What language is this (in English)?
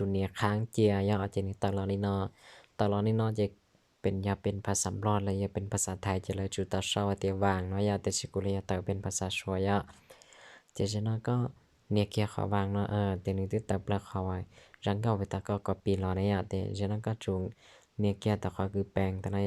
Hmong